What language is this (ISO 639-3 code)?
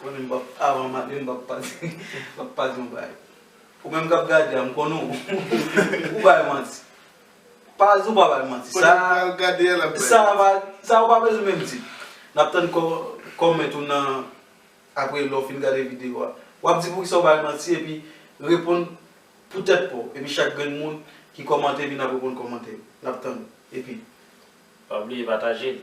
hat